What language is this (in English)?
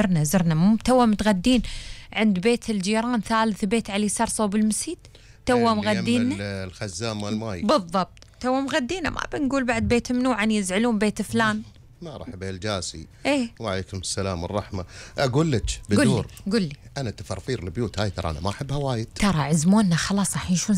Gulf Arabic